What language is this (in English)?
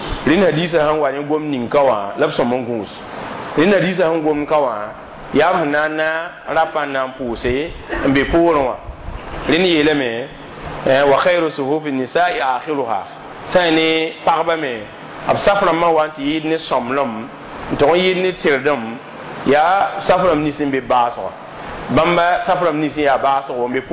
Mossi